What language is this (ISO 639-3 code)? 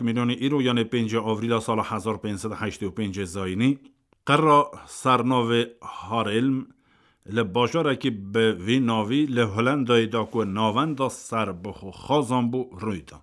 kur